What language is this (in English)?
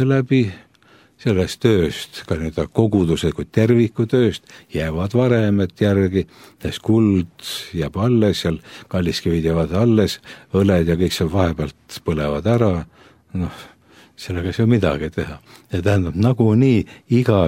Estonian